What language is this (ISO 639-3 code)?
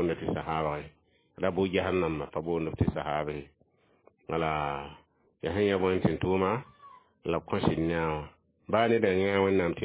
mos